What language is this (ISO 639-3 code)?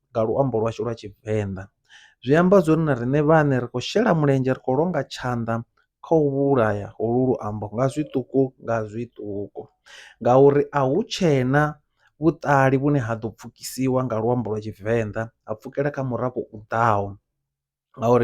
ven